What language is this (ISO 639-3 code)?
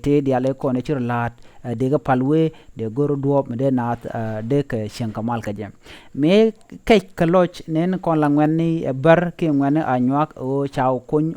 nus